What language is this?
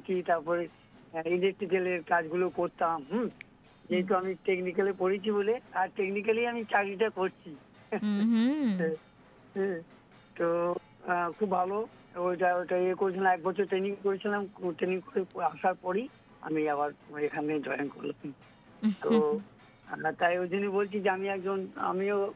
Bangla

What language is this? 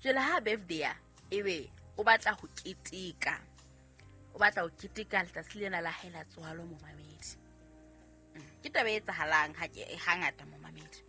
Southern Sotho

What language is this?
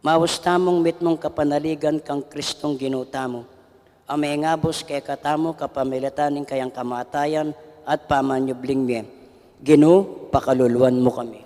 Pampanga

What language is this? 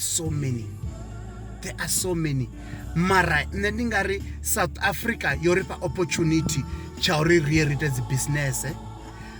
Venda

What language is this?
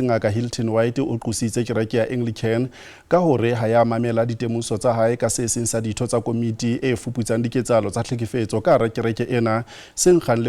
Southern Sotho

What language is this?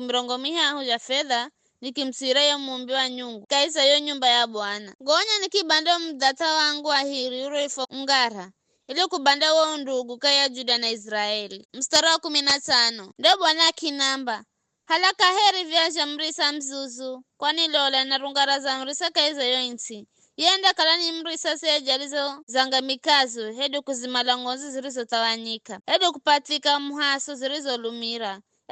Giryama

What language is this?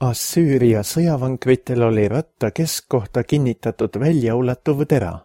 Estonian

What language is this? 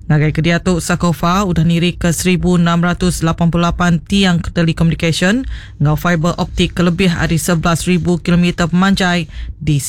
Iban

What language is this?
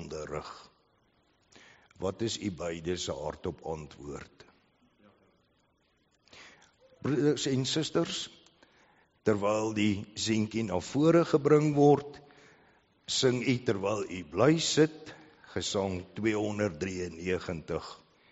Afrikaans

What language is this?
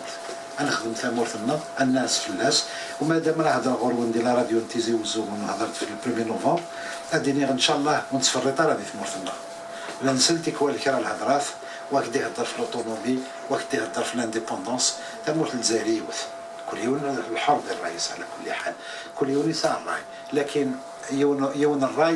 Kabyle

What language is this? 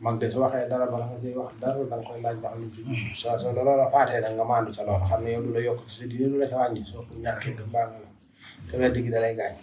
Wolof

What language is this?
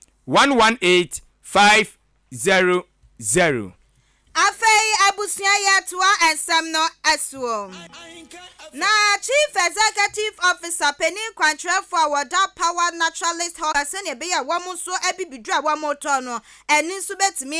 Akan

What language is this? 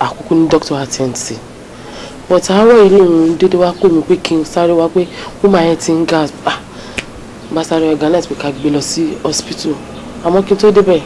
Yoruba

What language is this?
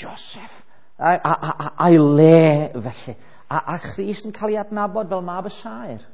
Welsh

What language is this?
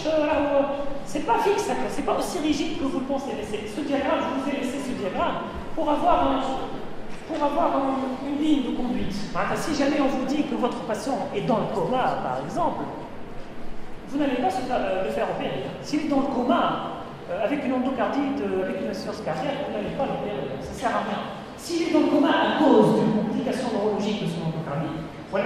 French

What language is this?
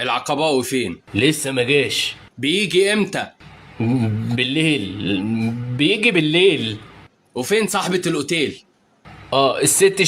Egyptian Arabic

